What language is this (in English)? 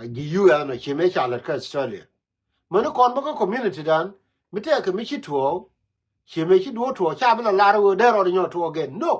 Nuer